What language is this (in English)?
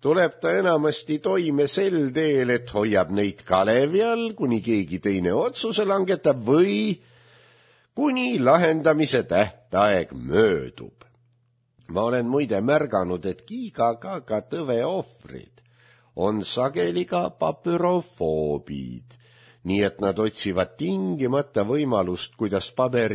Estonian